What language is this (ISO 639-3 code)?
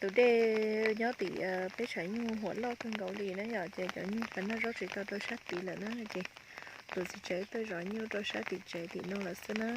hmn